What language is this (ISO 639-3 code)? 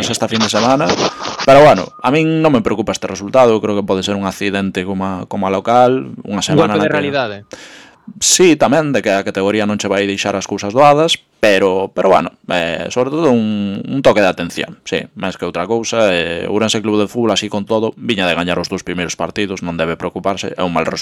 glg